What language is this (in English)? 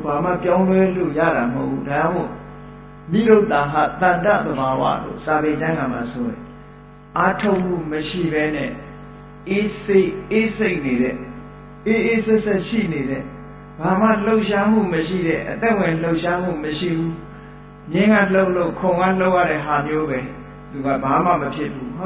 Burmese